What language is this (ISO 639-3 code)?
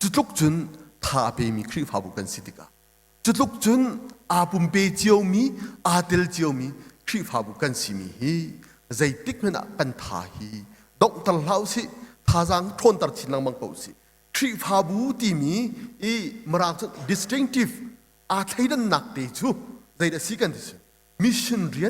cnh